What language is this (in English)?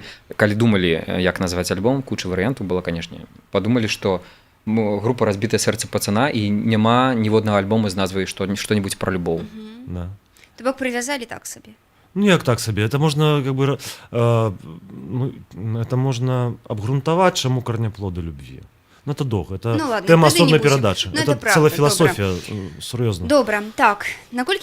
Belarusian